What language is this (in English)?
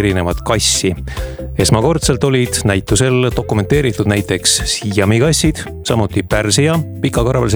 Estonian